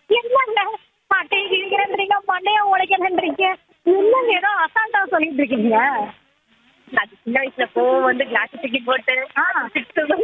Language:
Tamil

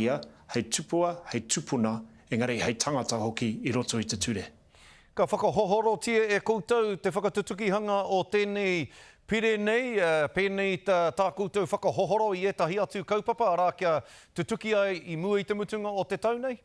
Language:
Māori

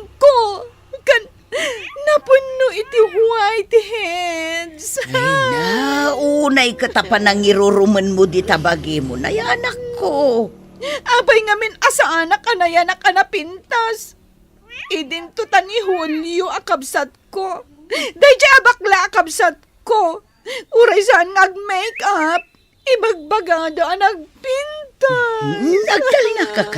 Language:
Iloko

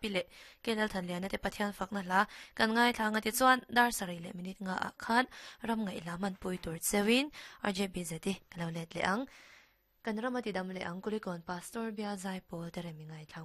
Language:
Mizo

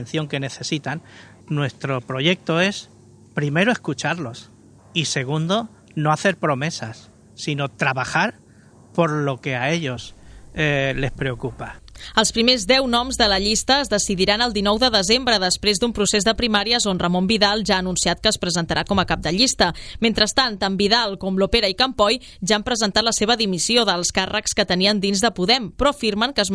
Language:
Catalan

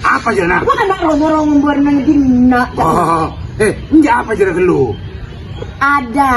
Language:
Madurese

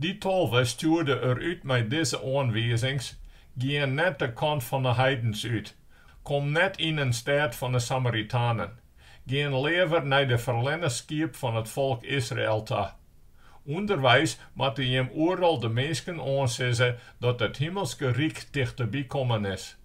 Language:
Western Frisian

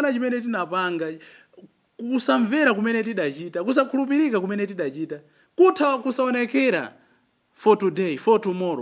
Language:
Nyanja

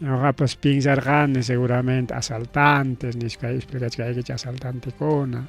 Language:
Ayacucho Quechua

